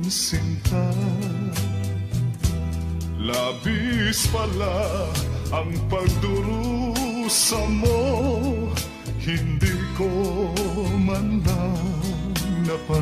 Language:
Filipino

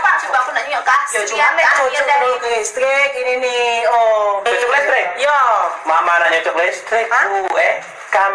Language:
Musi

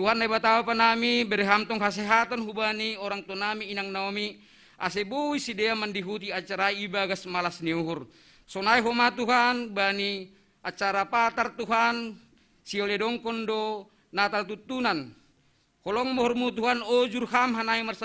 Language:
Batak Simalungun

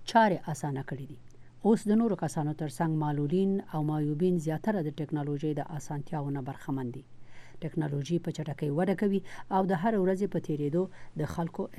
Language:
Pashto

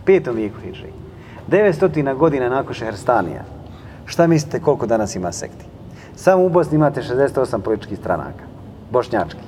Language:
Bosnian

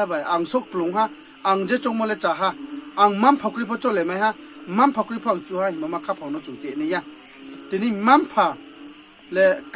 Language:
Riang (India)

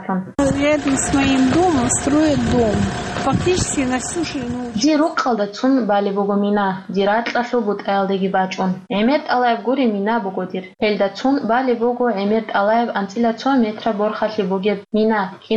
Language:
Avaric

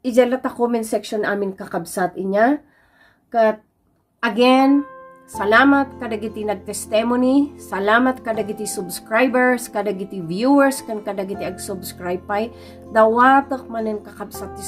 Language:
Iloko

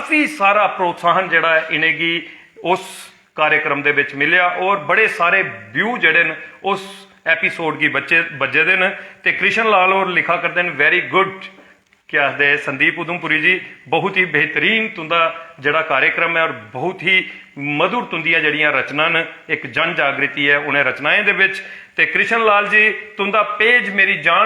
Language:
Dogri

